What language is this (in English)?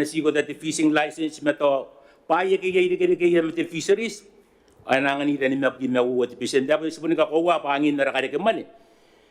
Gilbertese